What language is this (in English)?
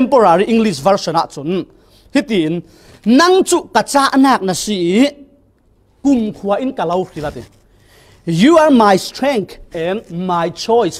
Falam Chin